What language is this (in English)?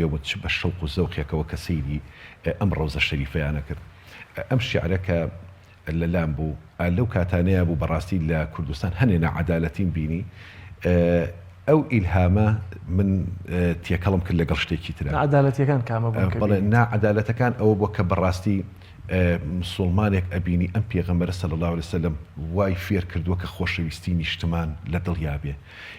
Central Kurdish